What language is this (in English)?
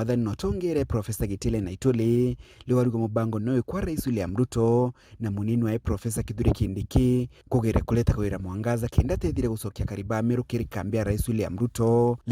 Meru